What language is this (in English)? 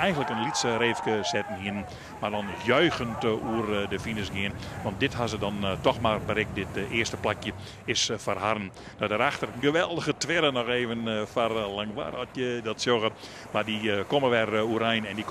Western Frisian